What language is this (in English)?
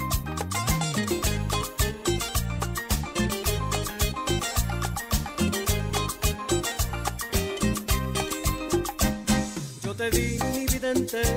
Spanish